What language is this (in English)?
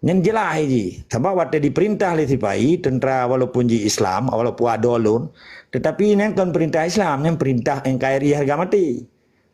Achinese